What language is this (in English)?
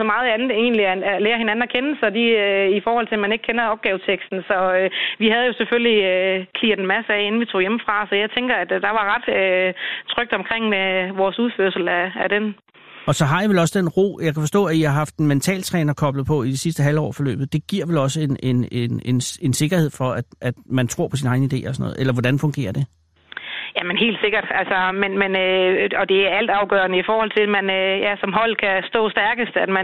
Danish